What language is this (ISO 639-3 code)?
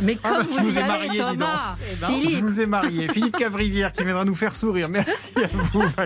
fra